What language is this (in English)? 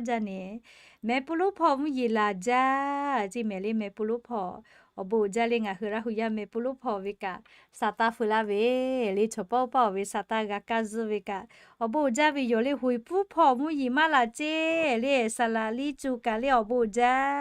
Lahu